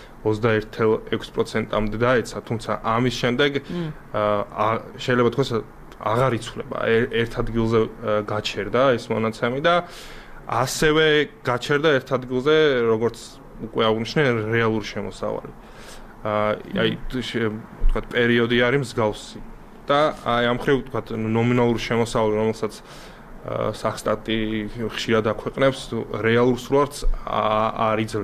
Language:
Georgian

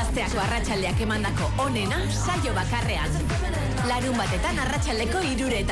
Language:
Basque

